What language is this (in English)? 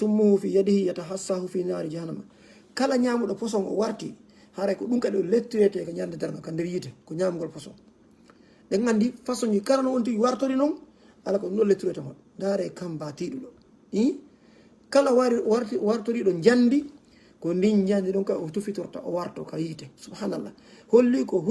Fula